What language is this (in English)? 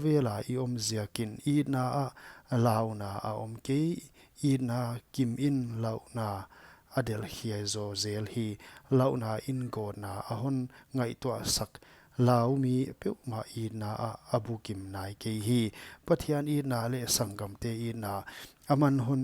Paite Chin